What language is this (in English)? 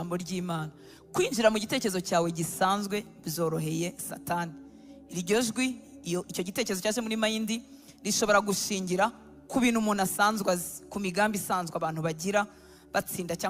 Kinyarwanda